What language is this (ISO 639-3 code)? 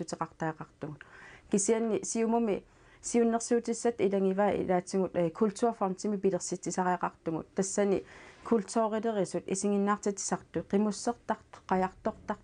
kal